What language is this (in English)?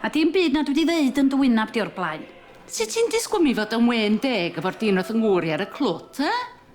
Welsh